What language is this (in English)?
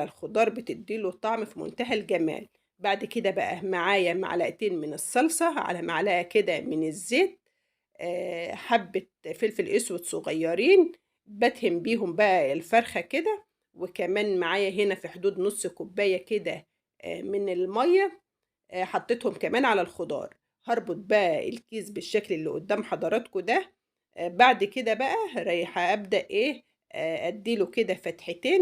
Egyptian Arabic